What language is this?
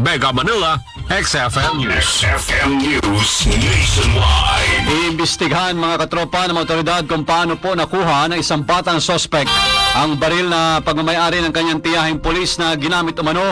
Filipino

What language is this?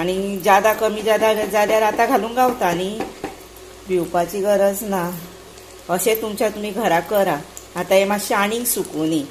Konkani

